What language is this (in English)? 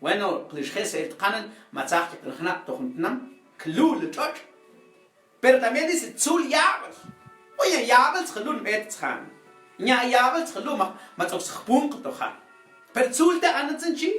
Mam